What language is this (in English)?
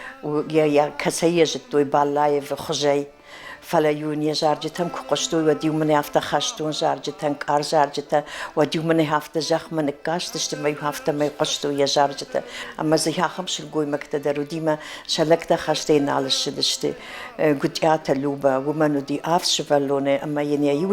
Ossetic